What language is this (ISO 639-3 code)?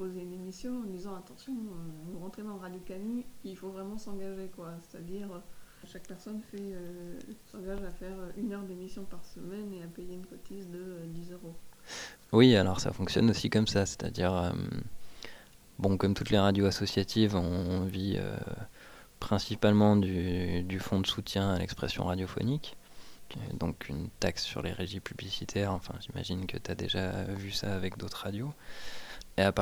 fra